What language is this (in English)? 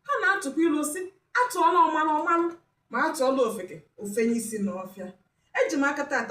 Igbo